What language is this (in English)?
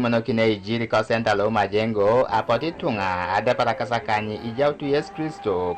Teso